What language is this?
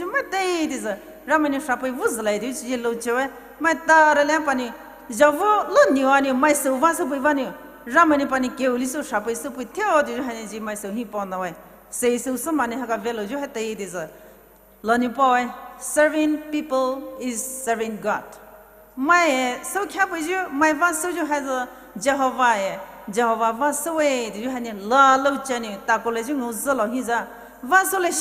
Poumei Naga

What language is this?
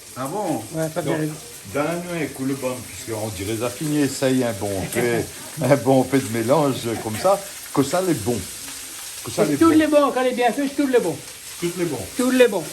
Réunion Creole French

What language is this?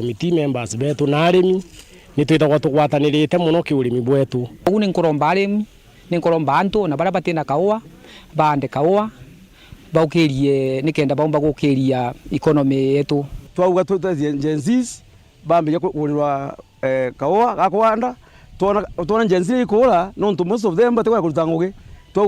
Meru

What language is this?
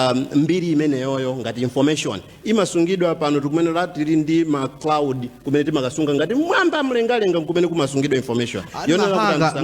Nyanja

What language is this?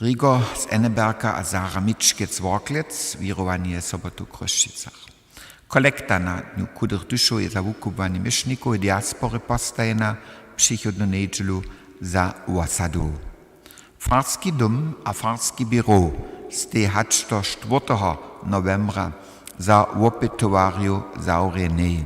Upper Sorbian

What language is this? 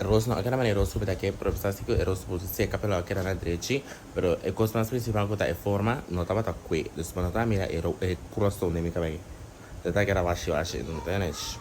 Papiamento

